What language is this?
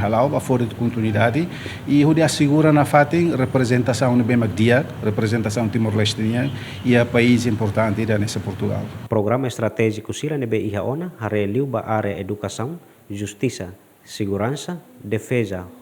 Tetum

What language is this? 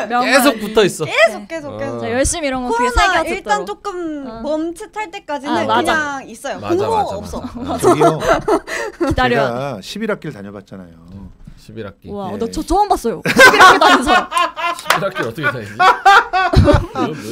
Korean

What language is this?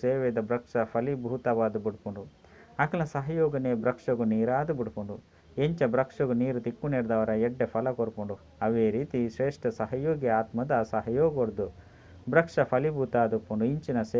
Tulu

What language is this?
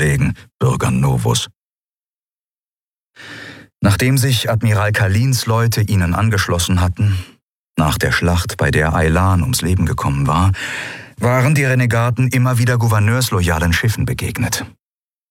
German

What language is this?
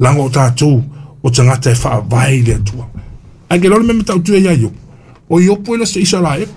Samoan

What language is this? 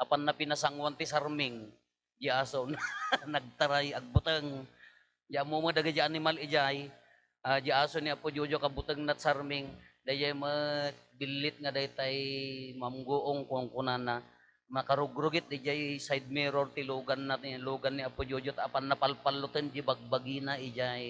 Iloko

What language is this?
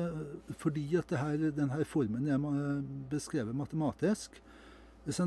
Norwegian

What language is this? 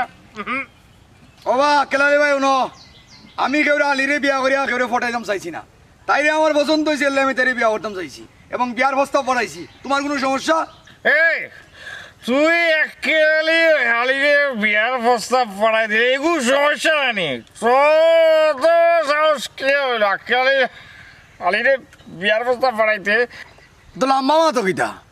Sylheti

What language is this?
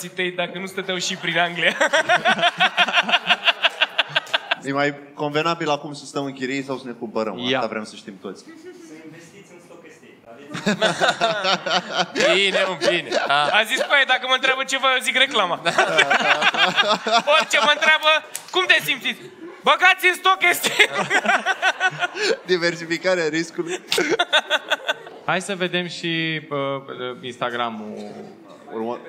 Romanian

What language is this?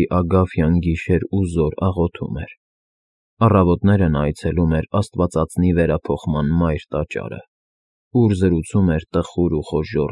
Armenian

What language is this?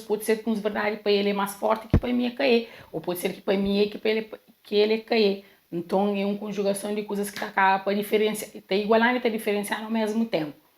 Kabuverdianu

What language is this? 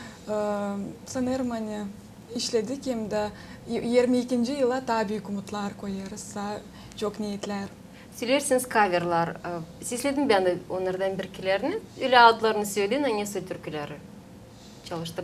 Gagauz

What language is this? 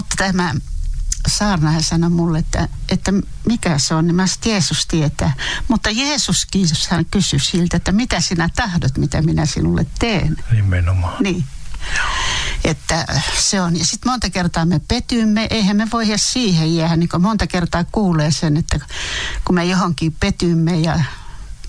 Finnish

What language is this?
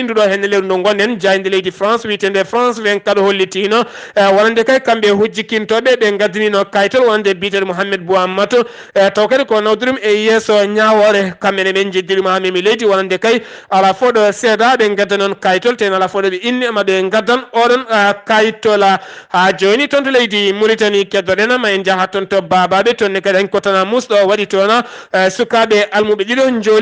Fula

